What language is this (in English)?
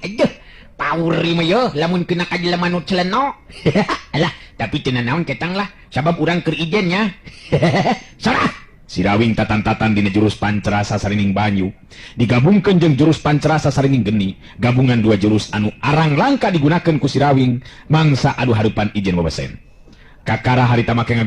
Sundanese